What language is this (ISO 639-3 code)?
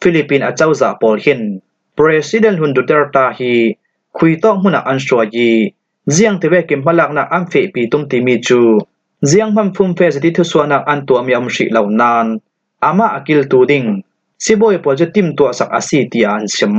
cfm